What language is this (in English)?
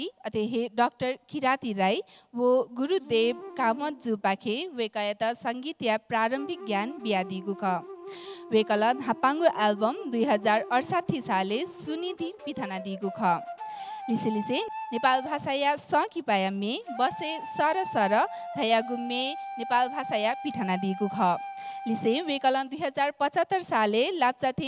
Newari